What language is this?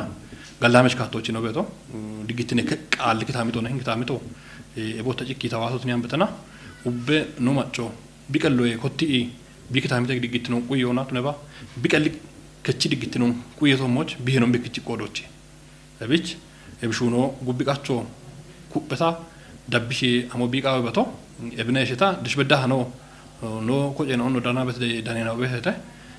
Kafa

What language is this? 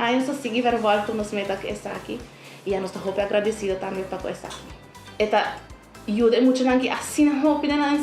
Papiamento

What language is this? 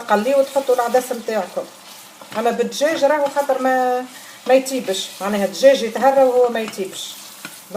Tunisian Arabic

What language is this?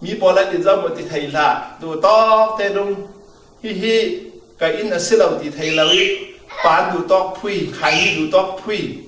Falam Chin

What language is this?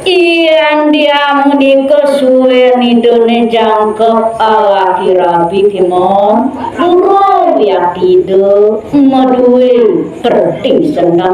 Balinese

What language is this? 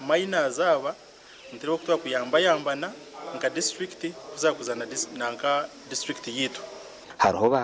Nyankole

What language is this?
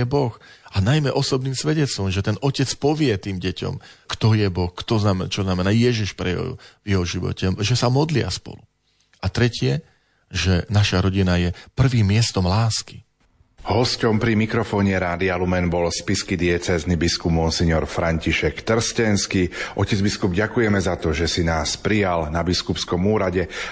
Slovak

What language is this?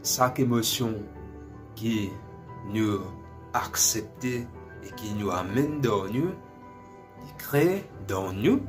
Morisyen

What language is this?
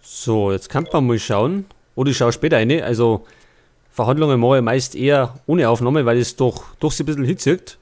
Bavarian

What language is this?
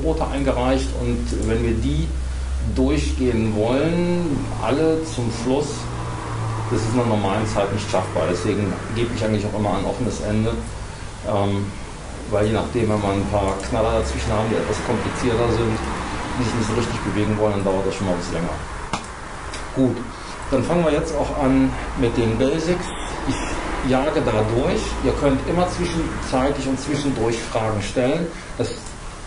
German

